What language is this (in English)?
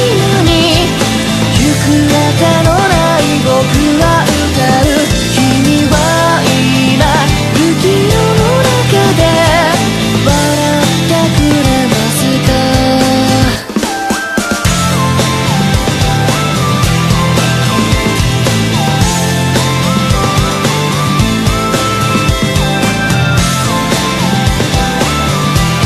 Japanese